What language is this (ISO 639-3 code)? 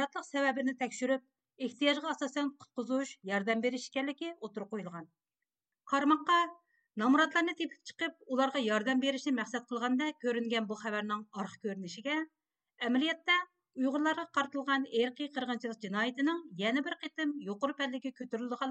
uig